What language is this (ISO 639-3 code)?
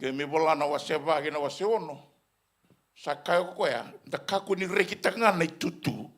fij